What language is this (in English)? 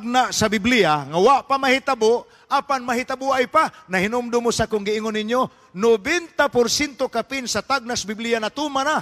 Cebuano